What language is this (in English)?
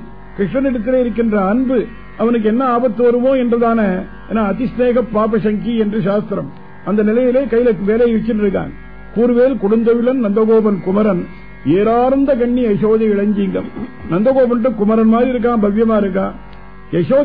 Tamil